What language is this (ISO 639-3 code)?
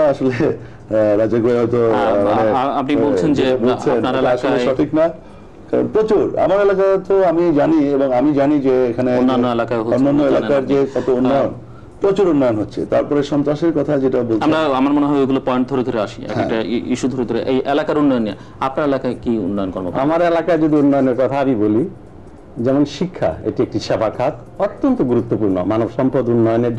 ben